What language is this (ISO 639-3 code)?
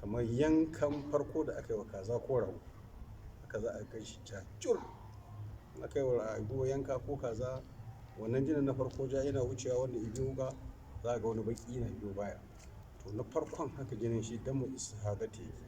hau